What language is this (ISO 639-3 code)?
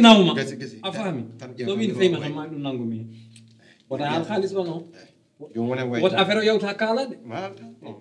ful